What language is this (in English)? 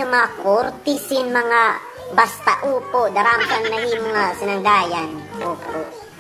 Waray